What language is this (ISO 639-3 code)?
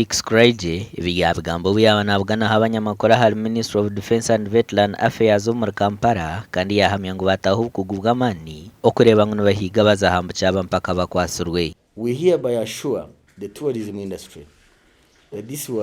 nyn